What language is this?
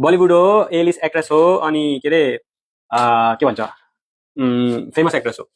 Nepali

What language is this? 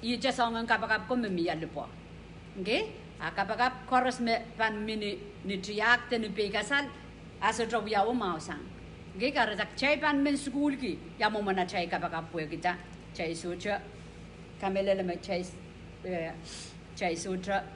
Pohnpeian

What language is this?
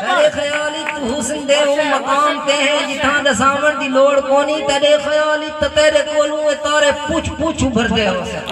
Saraiki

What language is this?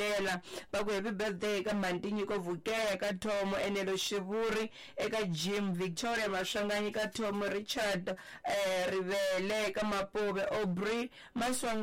Tsonga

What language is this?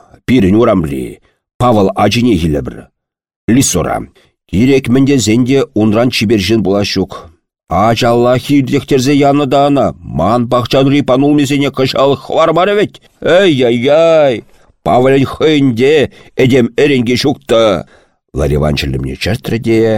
Chuvash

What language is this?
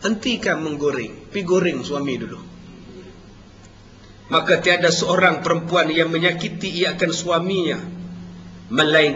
Malay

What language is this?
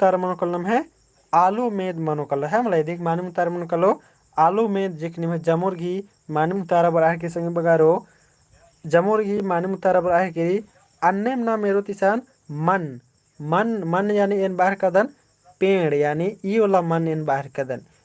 Kurukh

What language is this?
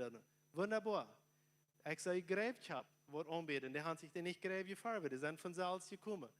Plautdietsch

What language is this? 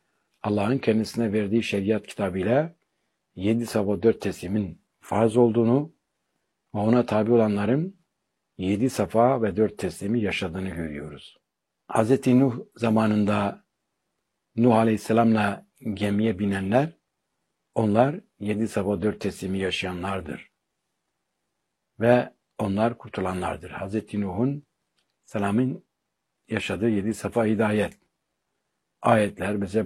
Turkish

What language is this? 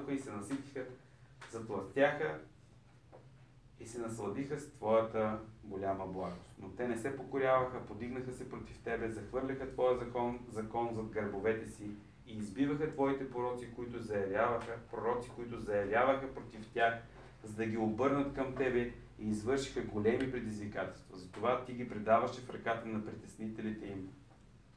Bulgarian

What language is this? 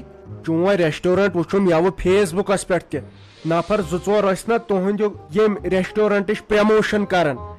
Kashmiri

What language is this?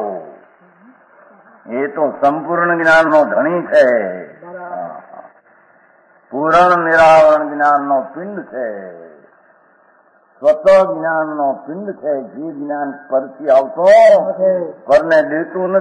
Gujarati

